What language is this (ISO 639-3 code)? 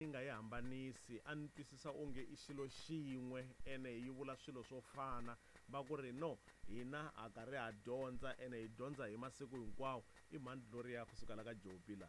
tso